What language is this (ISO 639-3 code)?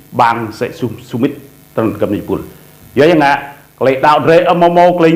rad